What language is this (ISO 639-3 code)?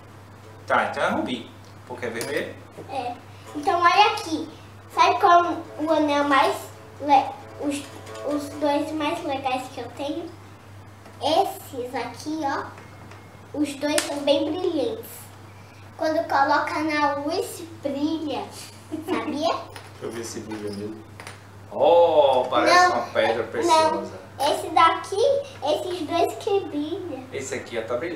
por